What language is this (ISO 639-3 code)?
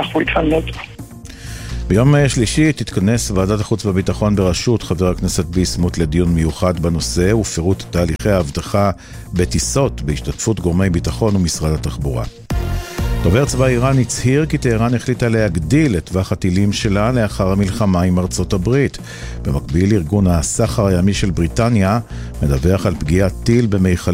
heb